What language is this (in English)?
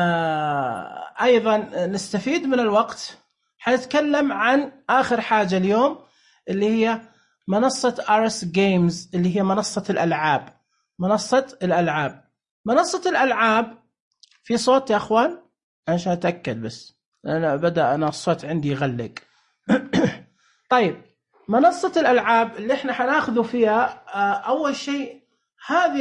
Najdi Arabic